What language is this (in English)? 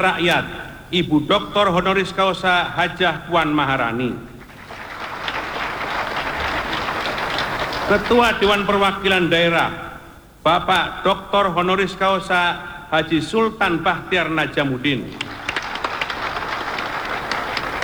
Indonesian